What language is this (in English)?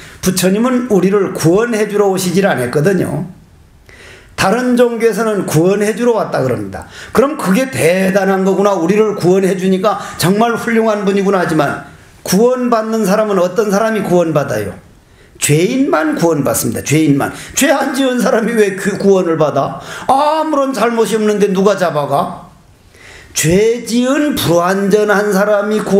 Korean